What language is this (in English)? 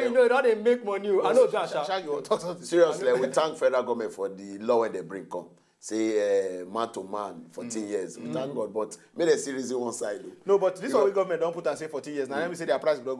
Nigerian Pidgin